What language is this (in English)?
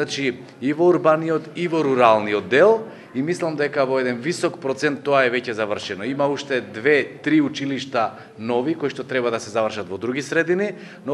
Macedonian